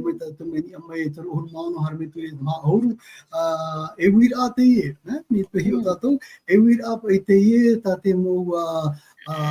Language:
Tahitian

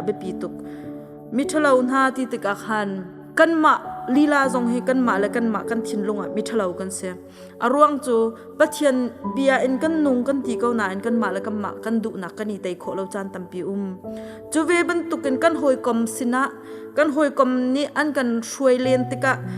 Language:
Hakha Chin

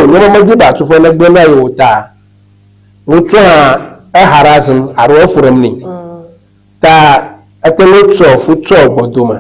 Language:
Ewe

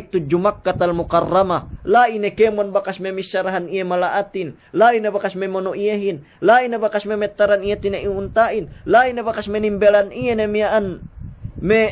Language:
Yakan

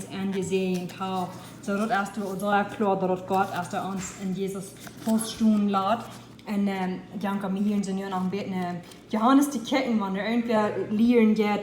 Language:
Plautdietsch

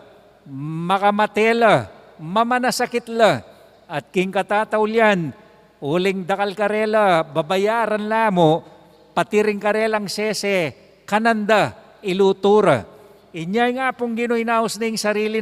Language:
Pampanga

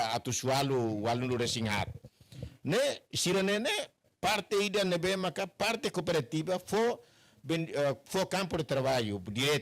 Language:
Tetum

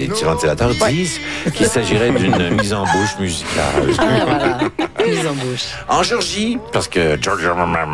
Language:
French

